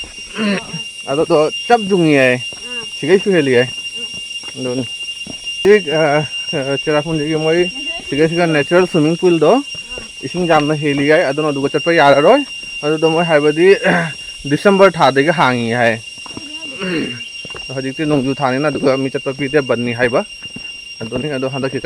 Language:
Manipuri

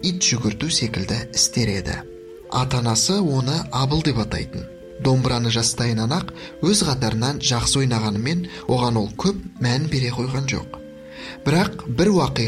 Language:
Kazakh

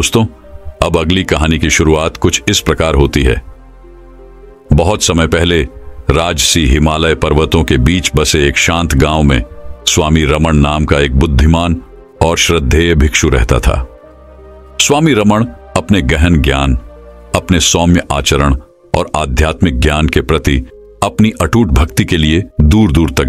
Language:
Hindi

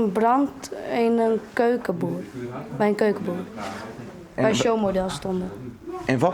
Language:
Western Frisian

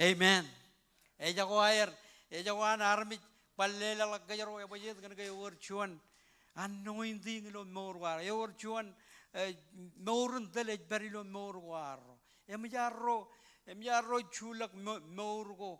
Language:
Marshallese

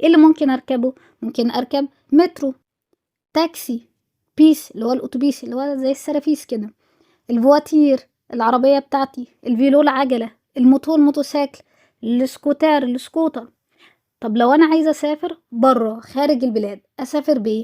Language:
Egyptian Arabic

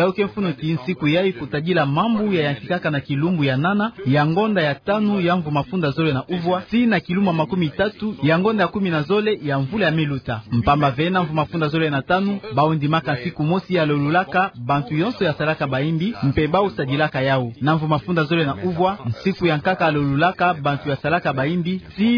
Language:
Kituba (Democratic Republic of Congo)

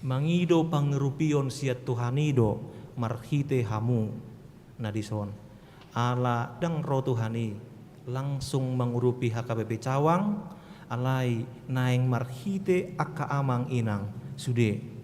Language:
Batak Toba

